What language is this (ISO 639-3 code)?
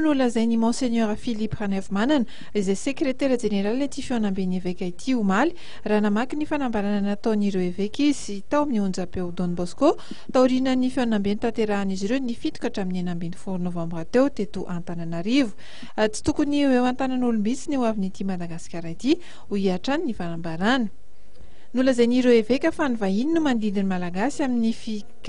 mlg